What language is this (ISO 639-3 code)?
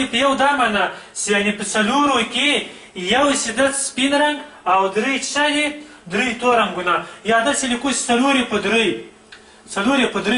pus